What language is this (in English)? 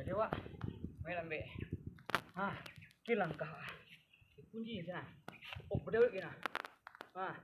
Minangkabau